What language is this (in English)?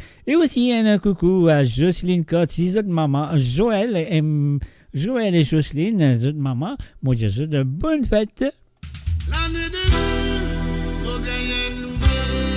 Morisyen